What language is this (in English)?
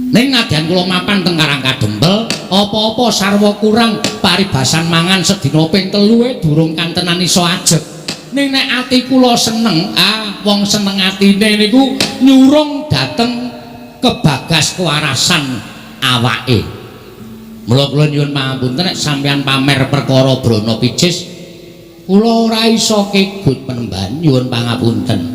Javanese